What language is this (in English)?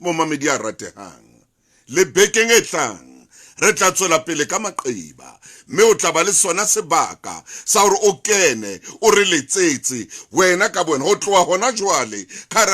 Southern Sotho